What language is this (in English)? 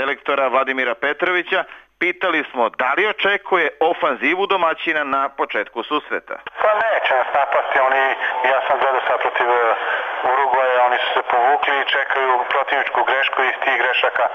Serbian